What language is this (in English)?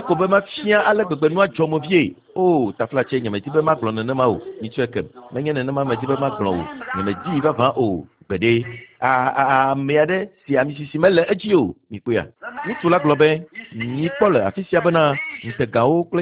Ewe